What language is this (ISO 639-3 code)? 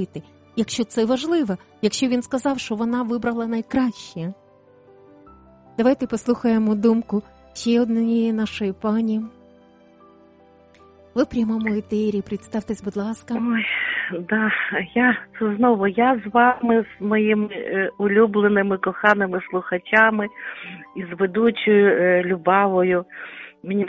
ukr